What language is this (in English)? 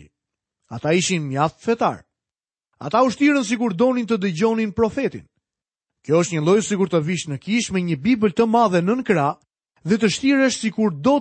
Albanian